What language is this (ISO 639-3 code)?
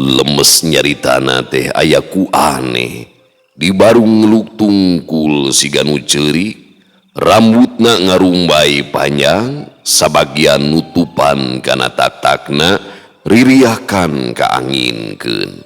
sun